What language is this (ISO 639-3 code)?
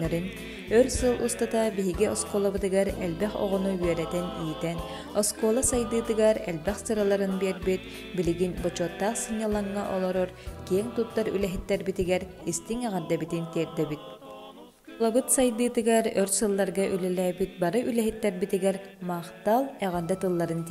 sah